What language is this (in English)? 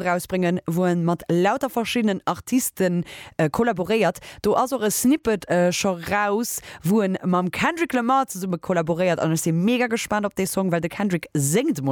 Luxembourgish